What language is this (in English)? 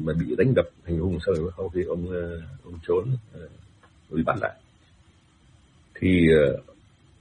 Vietnamese